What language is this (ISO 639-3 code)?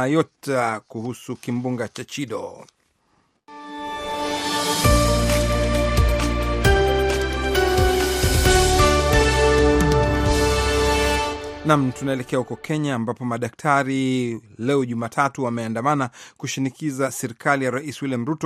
swa